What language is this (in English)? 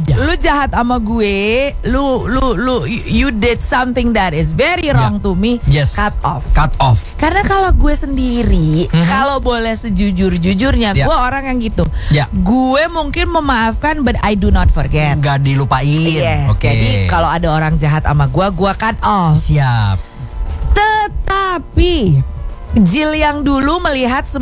Indonesian